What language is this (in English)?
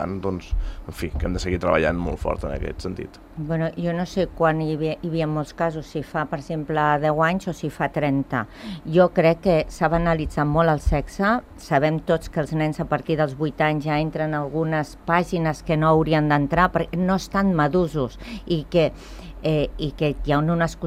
Catalan